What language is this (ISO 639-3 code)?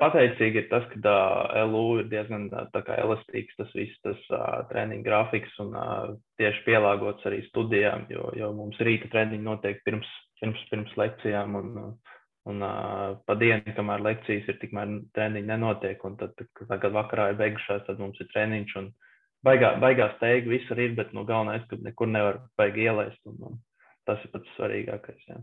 lav